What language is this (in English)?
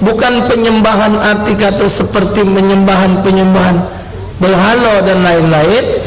Musi